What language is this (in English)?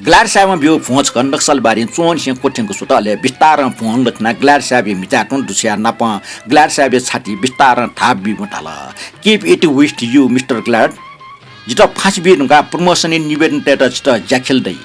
Newari